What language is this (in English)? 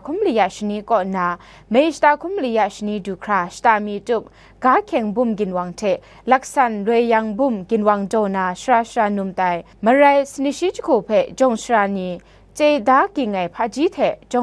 Kachin